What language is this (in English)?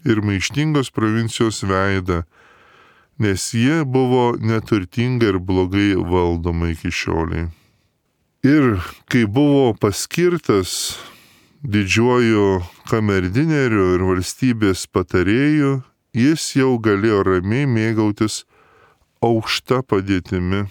Lithuanian